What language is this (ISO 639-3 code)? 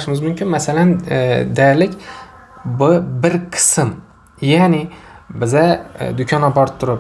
uzb